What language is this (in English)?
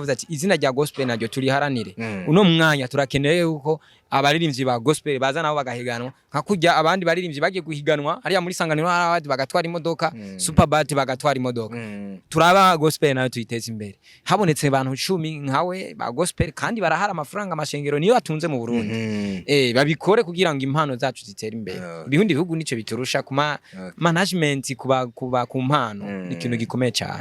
Rundi